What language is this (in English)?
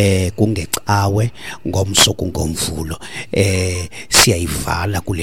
Xhosa